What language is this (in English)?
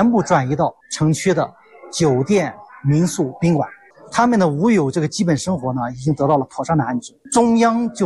Chinese